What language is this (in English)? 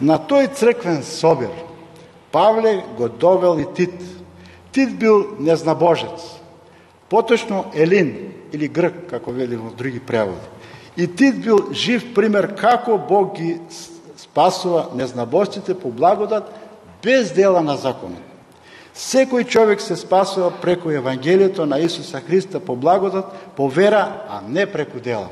Macedonian